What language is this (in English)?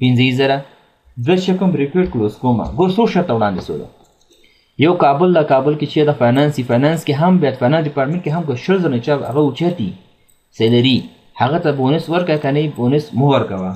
Pashto